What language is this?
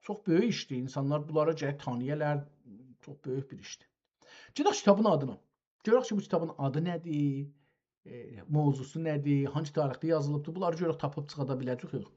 South Azerbaijani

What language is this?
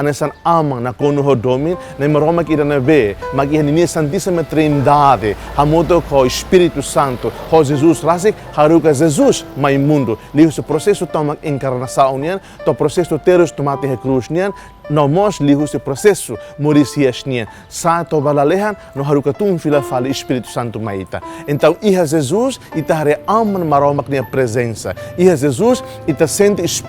Tetum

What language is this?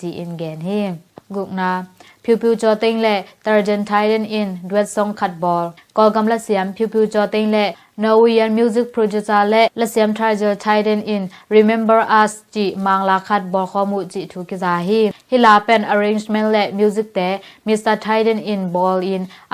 Tedim Chin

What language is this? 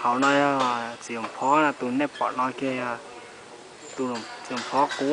Hmong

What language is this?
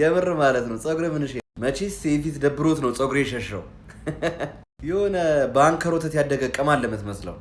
Amharic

